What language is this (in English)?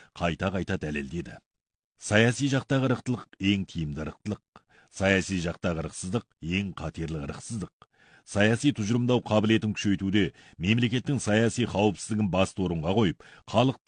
Kazakh